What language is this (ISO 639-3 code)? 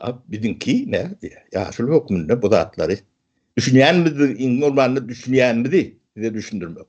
tuk